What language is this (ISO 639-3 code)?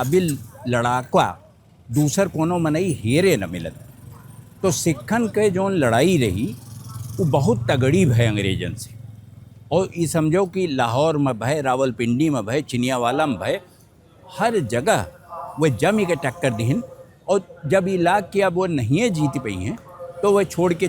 awa